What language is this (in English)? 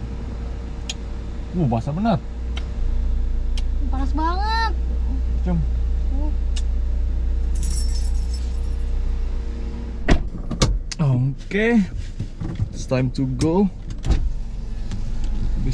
Indonesian